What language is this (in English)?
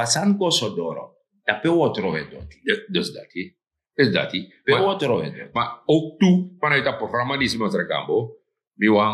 Sranan Tongo